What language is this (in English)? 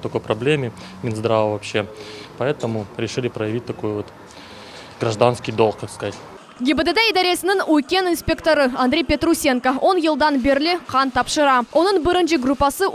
Crimean Tatar